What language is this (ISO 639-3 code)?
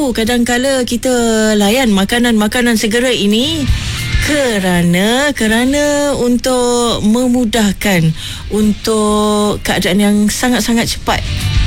msa